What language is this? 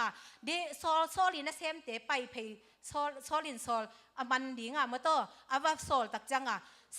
Tedim Chin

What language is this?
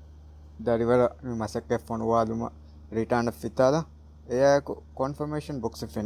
Divehi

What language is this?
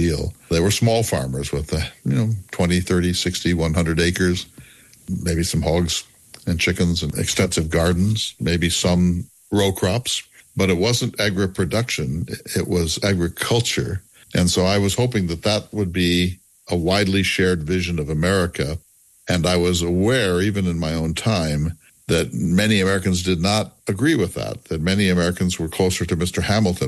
English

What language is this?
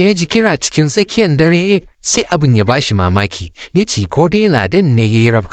Hausa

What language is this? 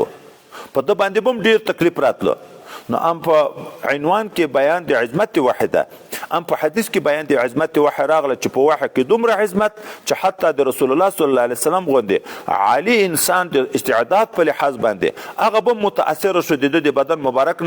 Pashto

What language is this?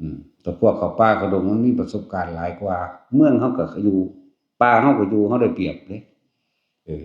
Northeastern Thai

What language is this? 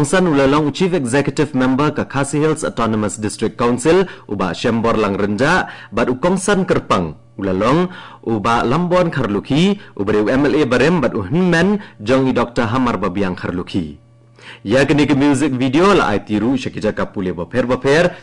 Khasi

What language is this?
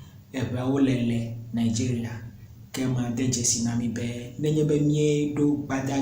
Ewe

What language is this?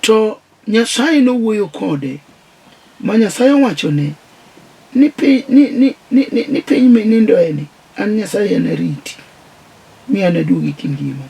Luo (Kenya and Tanzania)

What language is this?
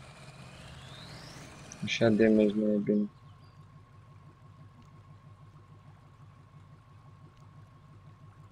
Romanian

